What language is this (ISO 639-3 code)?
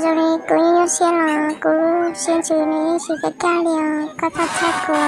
hmn